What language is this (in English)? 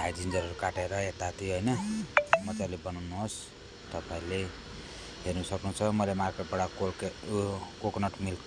Nepali